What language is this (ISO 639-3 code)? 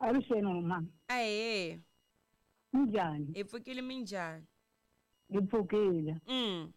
tso